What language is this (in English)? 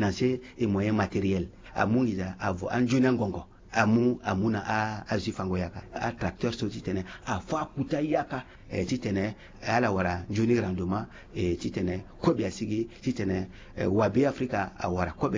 Sango